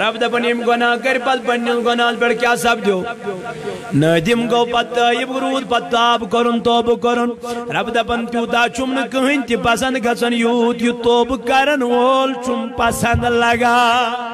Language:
Kashmiri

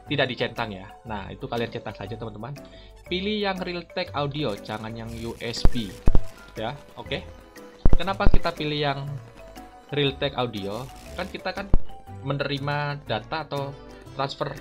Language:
Indonesian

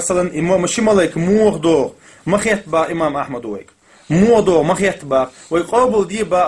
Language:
Chechen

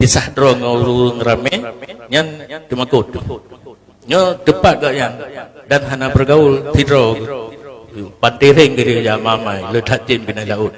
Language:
Achinese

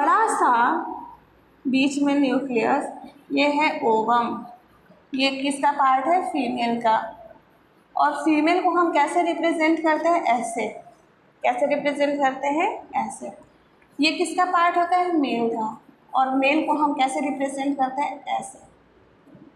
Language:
Hindi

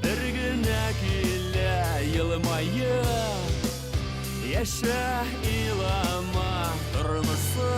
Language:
Bashkir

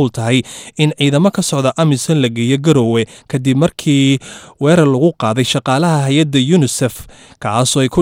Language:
Somali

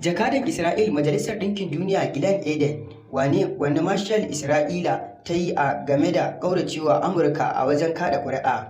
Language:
Hausa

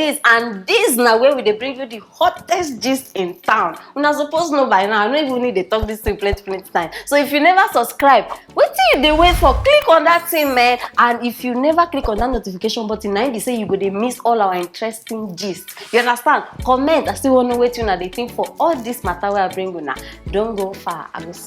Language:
Nigerian Pidgin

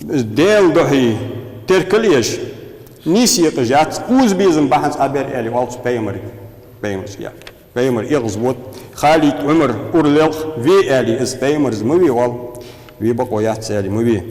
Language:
Ingush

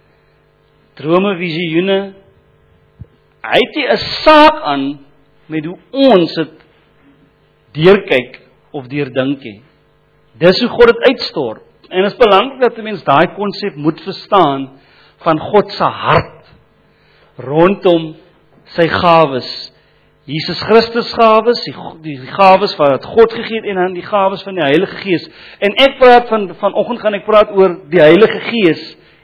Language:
Afrikaans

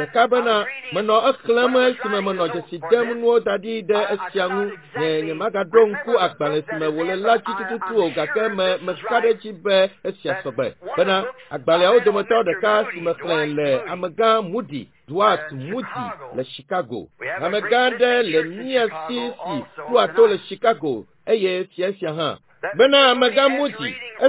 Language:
Ewe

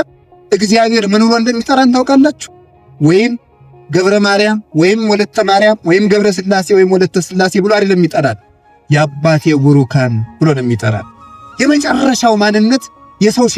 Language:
Amharic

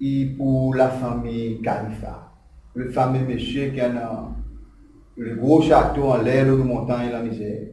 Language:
Seselwa Creole French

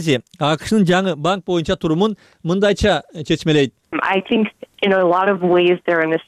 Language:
Kyrgyz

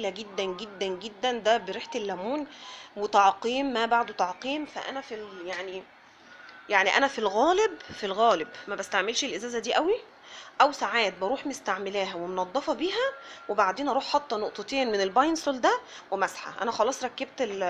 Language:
Egyptian Arabic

